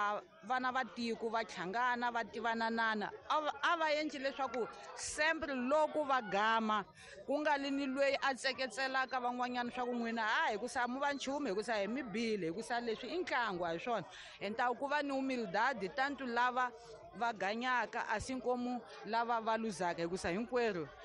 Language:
Tsonga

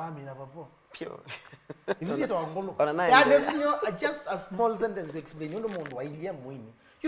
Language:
Kamba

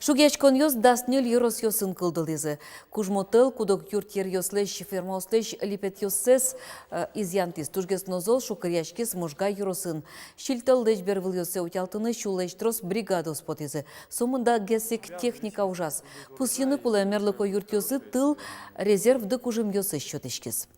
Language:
Udmurt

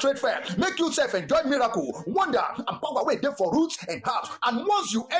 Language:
Nigerian Pidgin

